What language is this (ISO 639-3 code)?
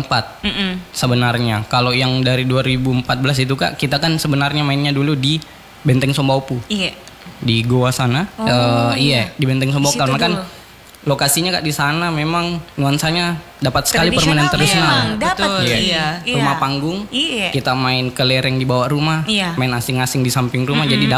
ind